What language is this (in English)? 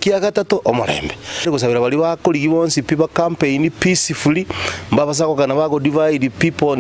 Gusii